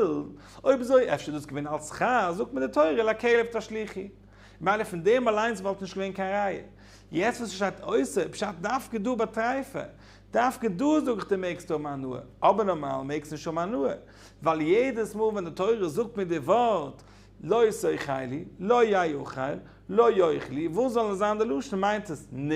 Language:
Yiddish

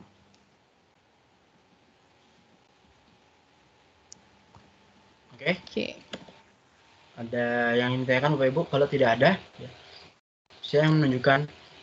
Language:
Indonesian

